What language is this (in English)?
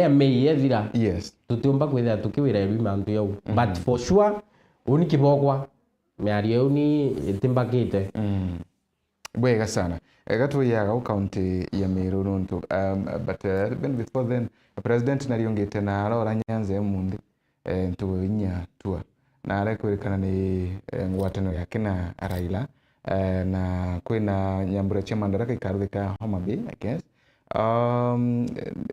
Meru